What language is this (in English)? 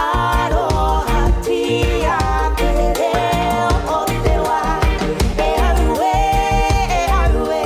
Māori